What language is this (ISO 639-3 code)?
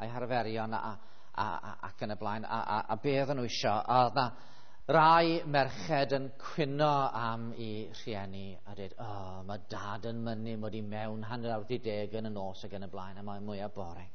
cym